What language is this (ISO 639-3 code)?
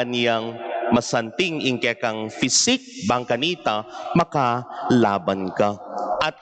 pam